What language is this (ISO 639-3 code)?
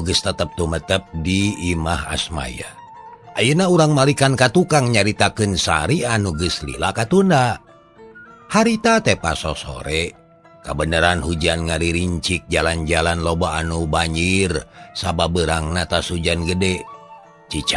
sun